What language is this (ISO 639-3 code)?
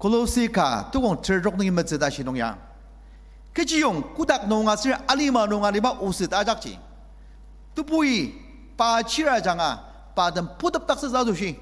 njo